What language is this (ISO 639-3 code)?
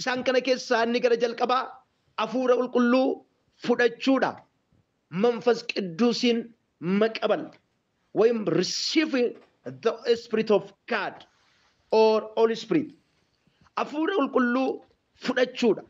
orm